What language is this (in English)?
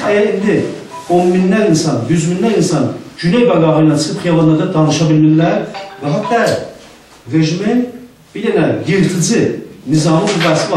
South Azerbaijani